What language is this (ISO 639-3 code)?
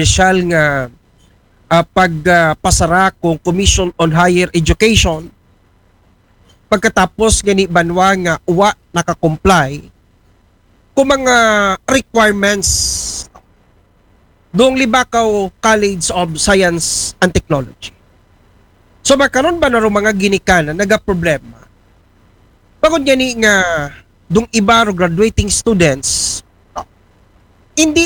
akl